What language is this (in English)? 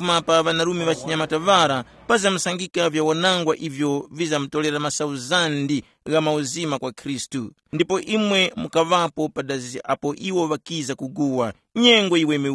Tumbuka